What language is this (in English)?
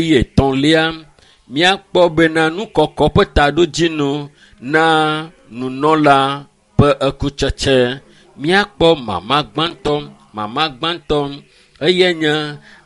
Ewe